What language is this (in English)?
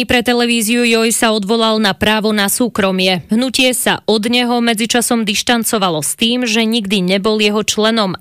Slovak